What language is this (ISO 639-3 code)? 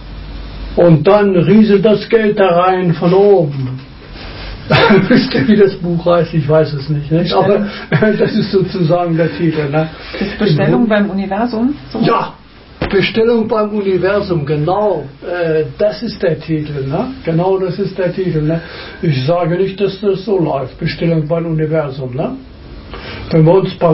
deu